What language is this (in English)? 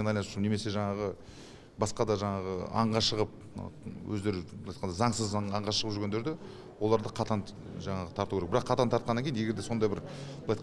Kazakh